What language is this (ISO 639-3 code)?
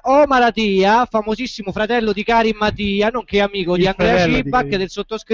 ita